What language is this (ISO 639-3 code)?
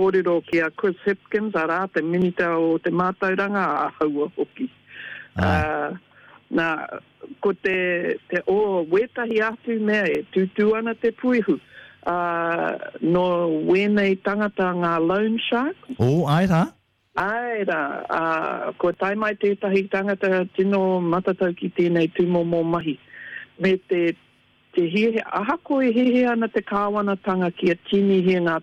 mri